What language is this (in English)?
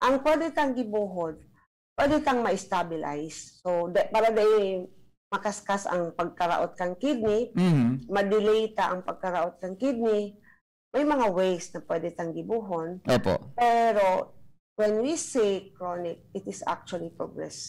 Bikol